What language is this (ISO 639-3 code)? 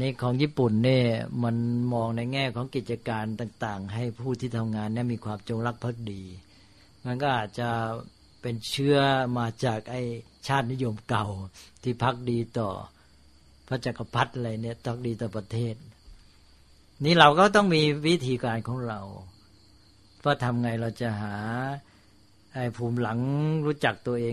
tha